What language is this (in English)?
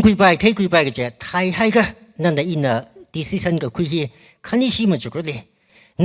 Tangkhul Naga (India)